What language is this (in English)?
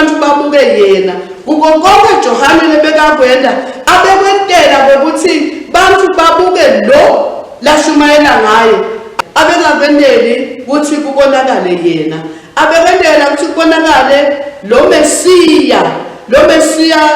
Swati